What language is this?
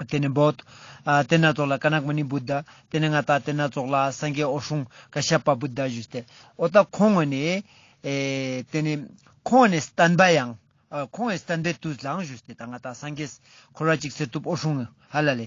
Ladakhi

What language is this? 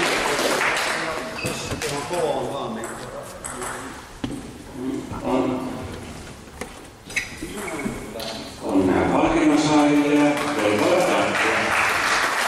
Finnish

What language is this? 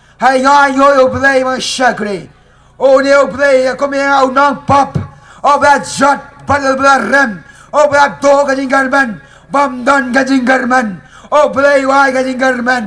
Khasi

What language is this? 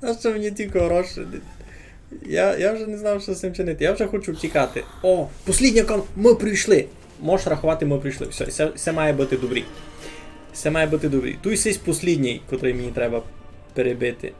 Rusyn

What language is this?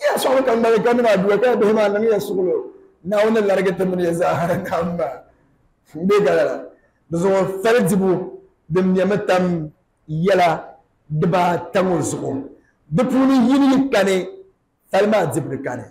Dagbani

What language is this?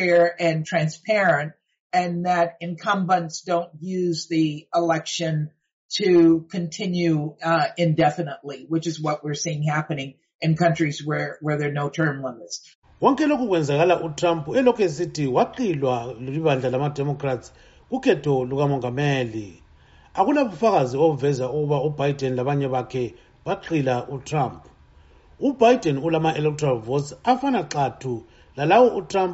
North Ndebele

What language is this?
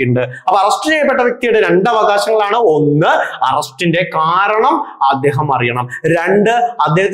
Malayalam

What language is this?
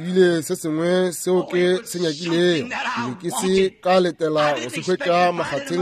Northern Sotho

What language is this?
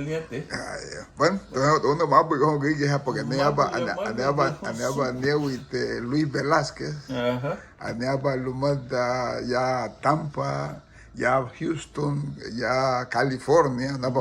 Garifuna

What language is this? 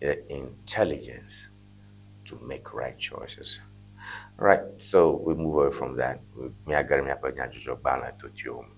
Ewe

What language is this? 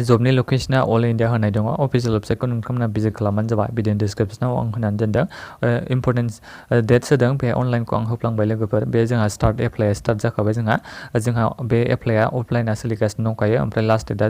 Bodo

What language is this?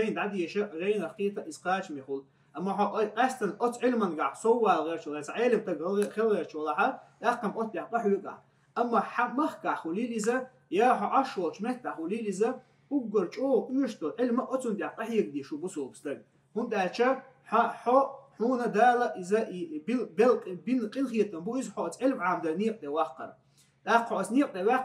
Chechen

